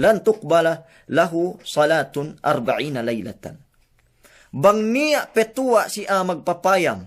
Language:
Yakan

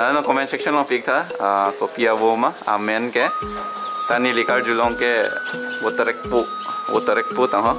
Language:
Karbi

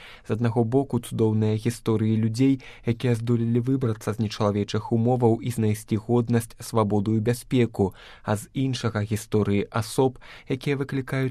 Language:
Belarusian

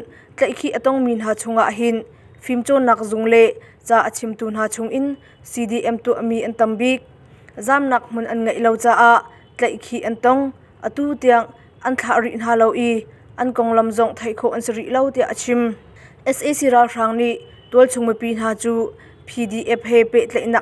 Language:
Hakha Chin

